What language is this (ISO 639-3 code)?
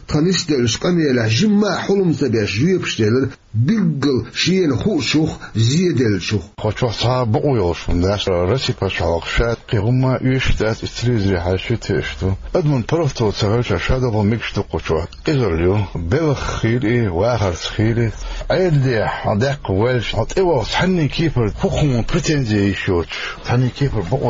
che